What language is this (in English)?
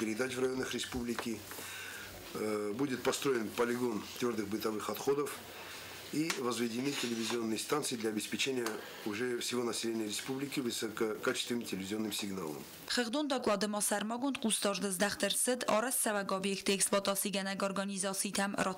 Ossetic